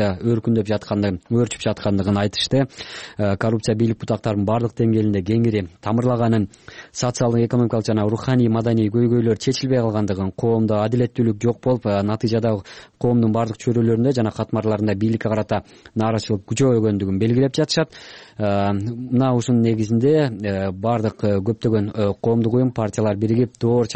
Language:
Kyrgyz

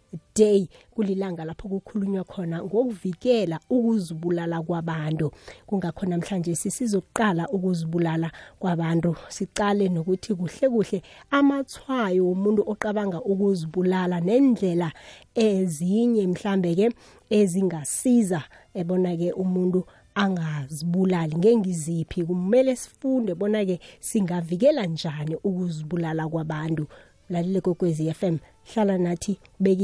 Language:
South Ndebele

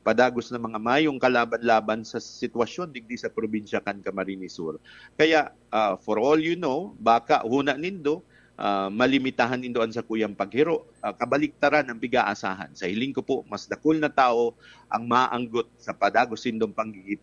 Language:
Bikol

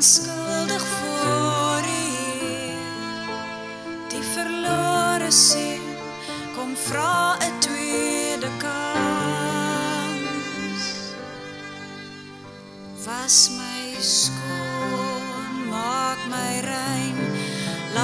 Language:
Afrikaans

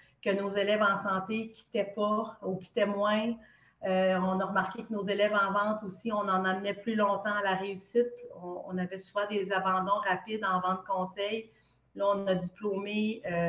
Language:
French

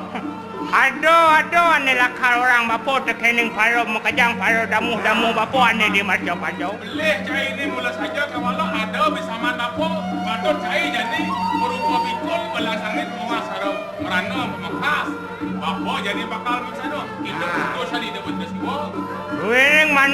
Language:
Balinese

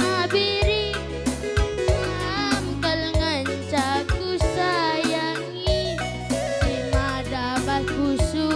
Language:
Batak Karo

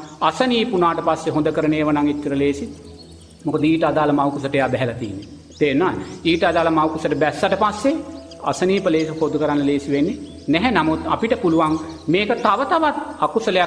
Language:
Sinhala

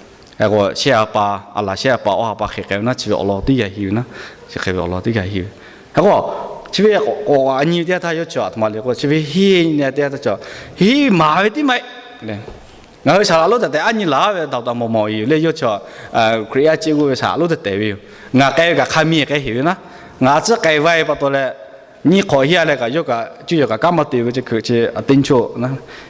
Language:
Lahu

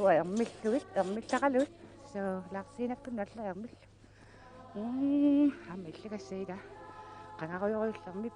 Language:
Kalaallisut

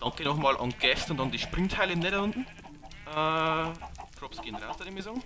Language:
Bavarian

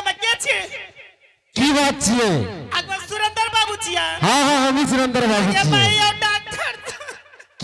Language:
Angika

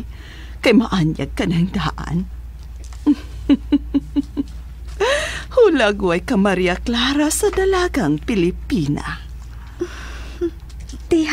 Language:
Cebuano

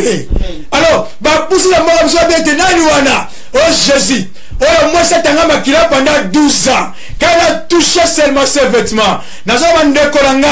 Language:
Lingala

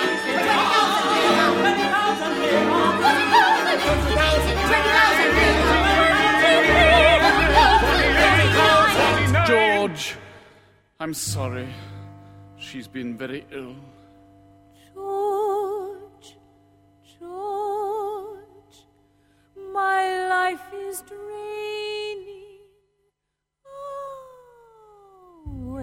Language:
English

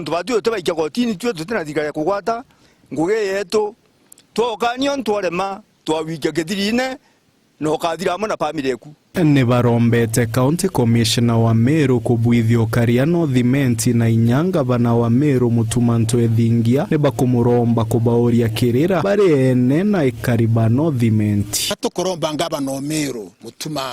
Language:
Meru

